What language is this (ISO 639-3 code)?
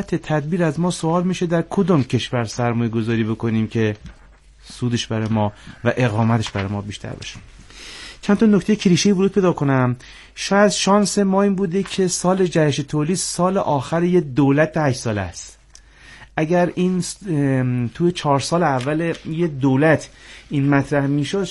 fas